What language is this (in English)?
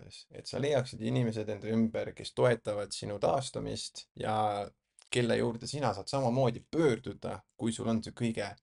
Estonian